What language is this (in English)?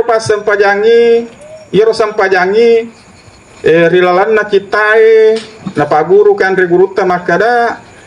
Buginese